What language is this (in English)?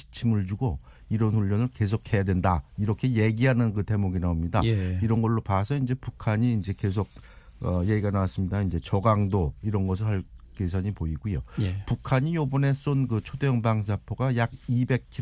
Korean